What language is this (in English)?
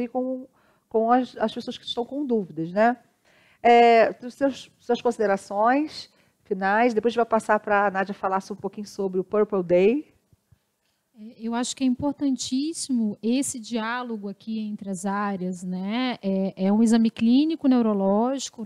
Portuguese